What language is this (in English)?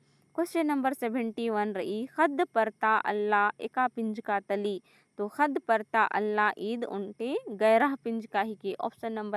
Kurukh